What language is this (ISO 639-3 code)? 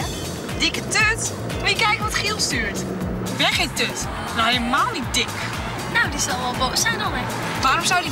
fry